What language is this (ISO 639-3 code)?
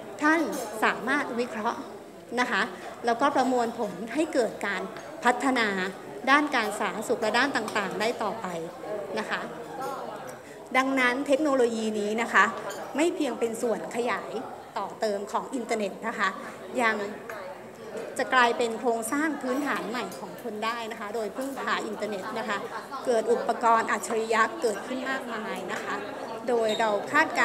tha